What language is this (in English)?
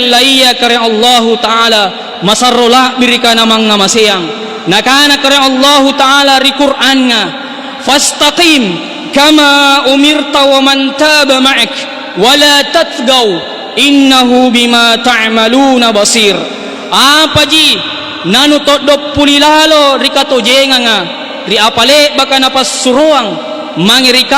Makasar